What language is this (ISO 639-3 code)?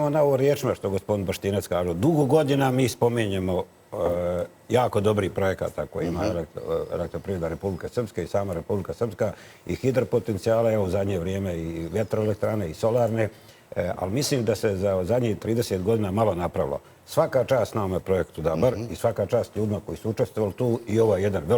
bos